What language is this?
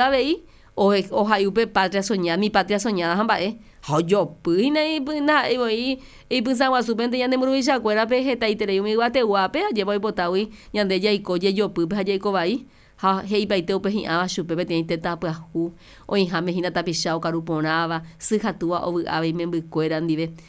Guarani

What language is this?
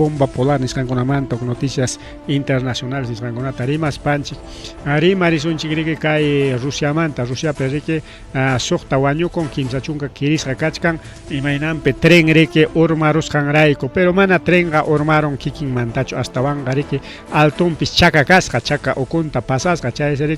Ayacucho Quechua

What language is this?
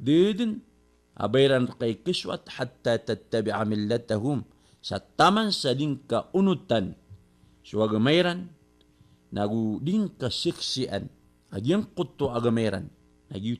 Maranao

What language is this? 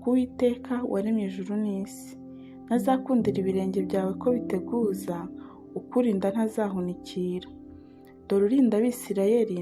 Kinyarwanda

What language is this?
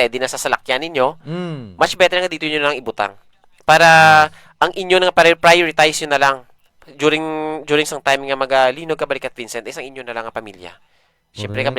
Hiligaynon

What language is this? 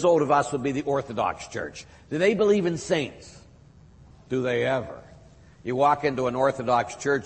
English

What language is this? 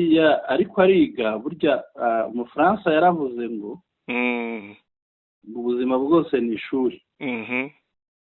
Kinyarwanda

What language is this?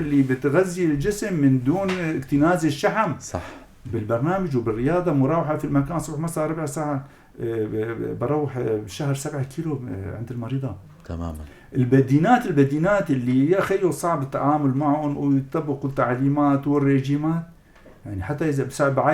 North Levantine Arabic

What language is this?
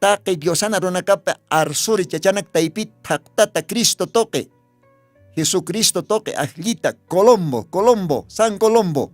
Aymara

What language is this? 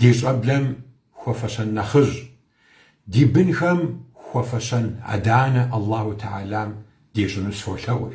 Kabardian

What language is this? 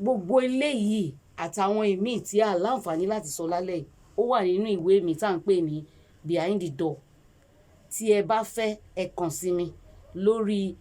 Yoruba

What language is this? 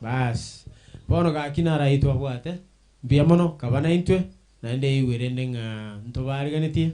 Gusii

